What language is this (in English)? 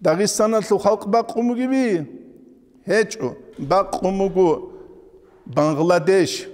Avaric